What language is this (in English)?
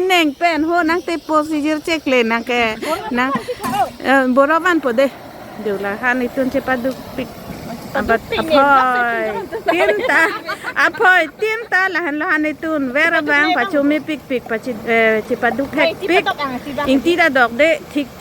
Karbi